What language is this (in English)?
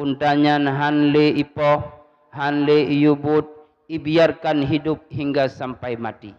Achinese